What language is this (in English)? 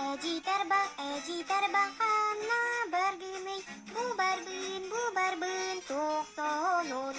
Yakut